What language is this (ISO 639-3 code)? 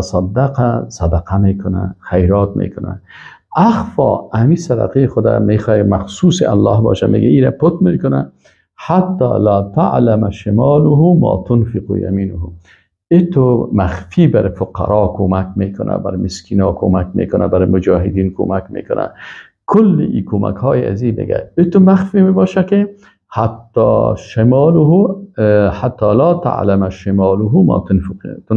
fas